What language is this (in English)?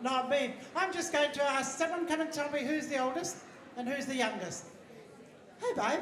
Māori